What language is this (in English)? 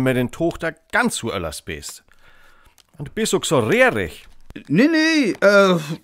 Northern Frisian